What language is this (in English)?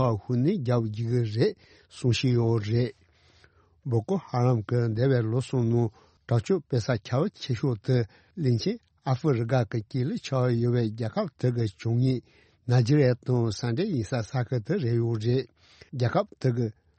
Tibetan